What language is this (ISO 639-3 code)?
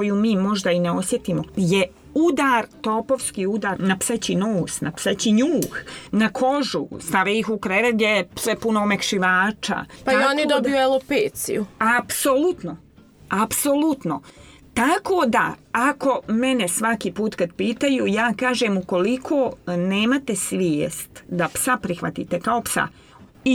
srp